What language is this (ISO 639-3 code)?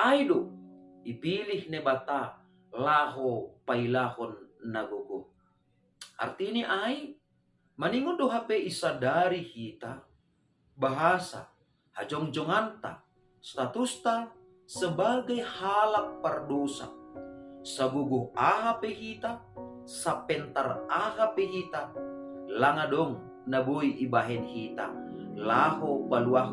bts